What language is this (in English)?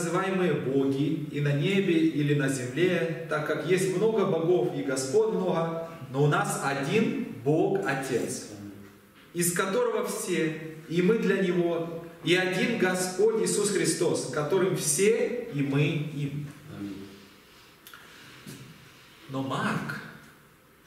Russian